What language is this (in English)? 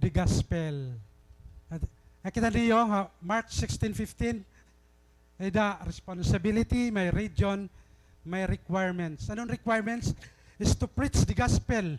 Waray